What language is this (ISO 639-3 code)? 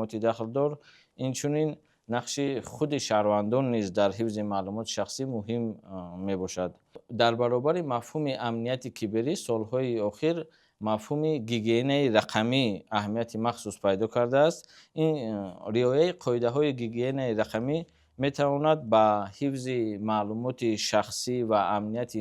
tgk